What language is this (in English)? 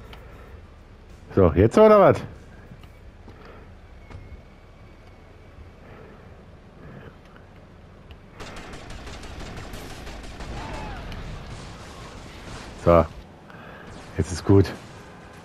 German